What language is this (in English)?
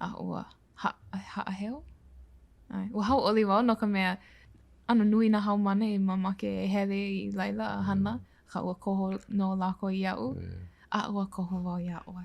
Hawaiian